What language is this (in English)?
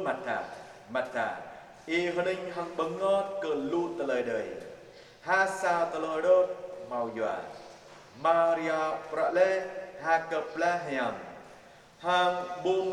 Jarai